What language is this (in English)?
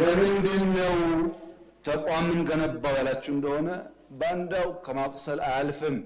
Amharic